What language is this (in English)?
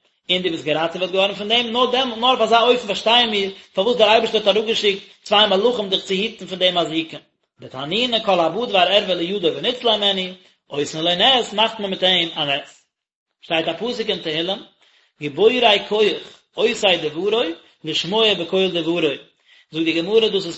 Yiddish